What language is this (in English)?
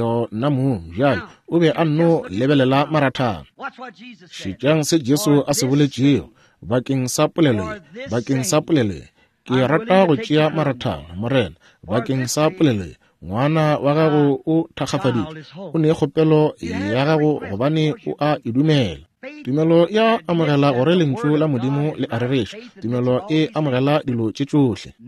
Northern Sotho